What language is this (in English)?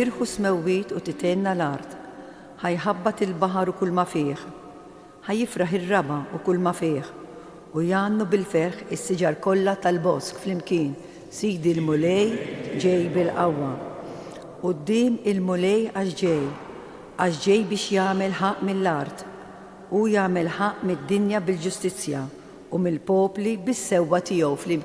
Maltese